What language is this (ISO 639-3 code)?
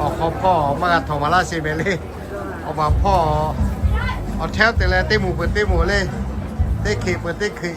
lhu